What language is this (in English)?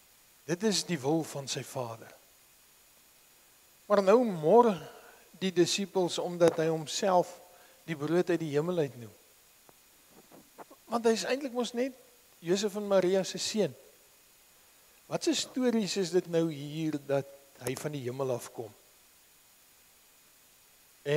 Afrikaans